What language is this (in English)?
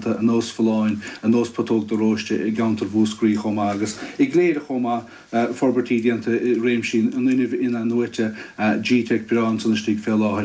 Irish